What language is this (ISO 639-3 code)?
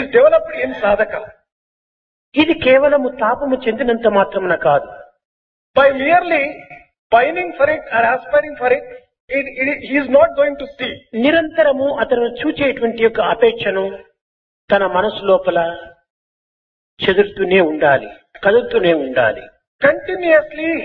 tel